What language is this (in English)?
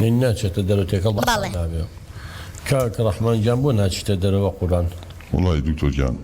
Central Kurdish